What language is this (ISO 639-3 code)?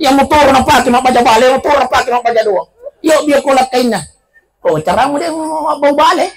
bug